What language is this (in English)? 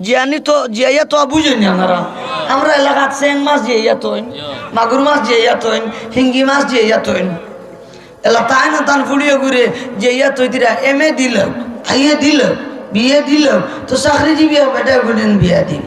Sylheti